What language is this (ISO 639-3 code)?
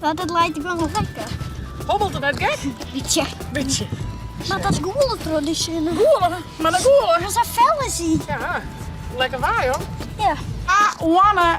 fry